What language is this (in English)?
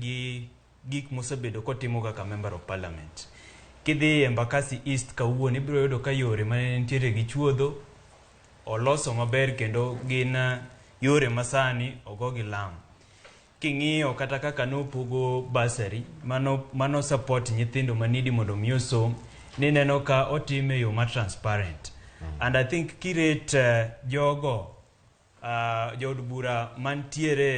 Luo (Kenya and Tanzania)